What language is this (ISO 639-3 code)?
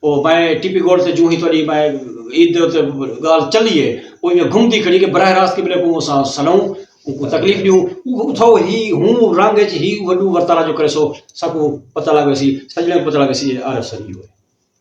skr